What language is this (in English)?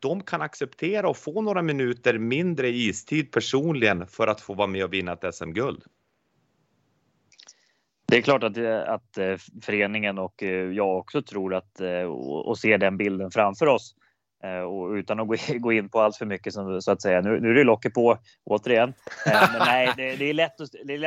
Swedish